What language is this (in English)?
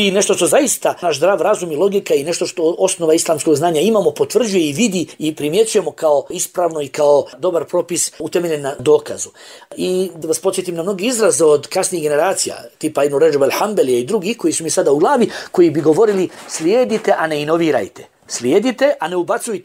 Bosnian